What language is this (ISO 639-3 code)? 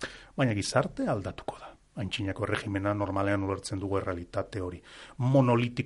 eus